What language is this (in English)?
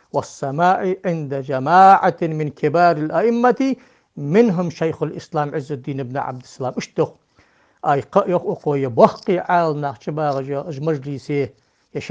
Ingush